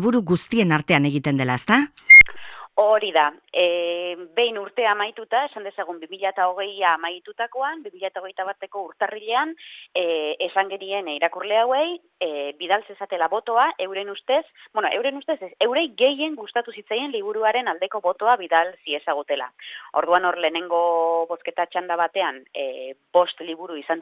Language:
Basque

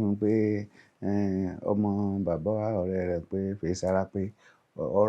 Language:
Yoruba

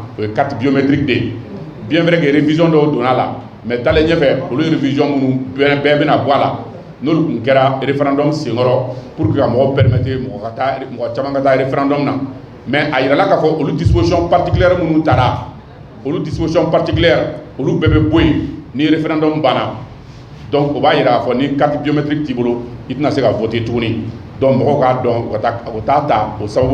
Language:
Bambara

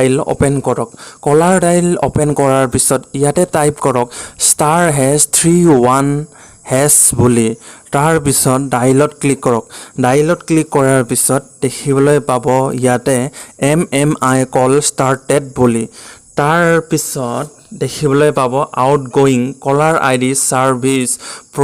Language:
Assamese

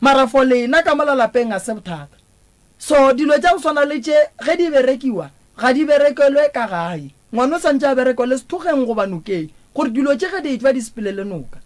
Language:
Northern Sotho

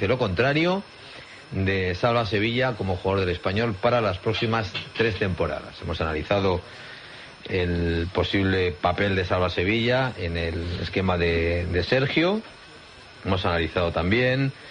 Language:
Spanish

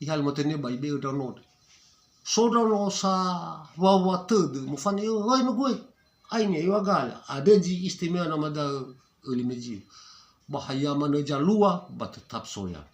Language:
Nias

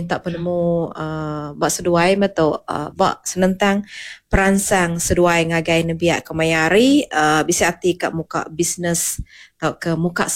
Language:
Iban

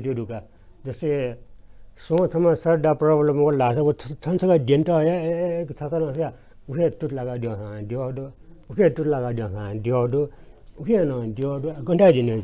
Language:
Newari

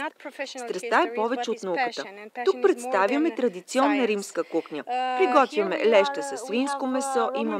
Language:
Bulgarian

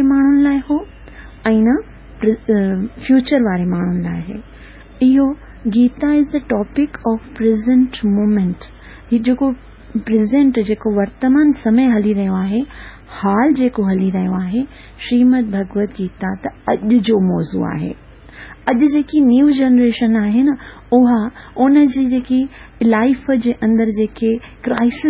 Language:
Sindhi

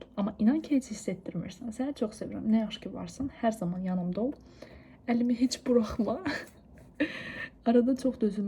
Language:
Azerbaijani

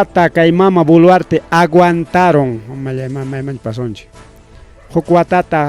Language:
Ayacucho Quechua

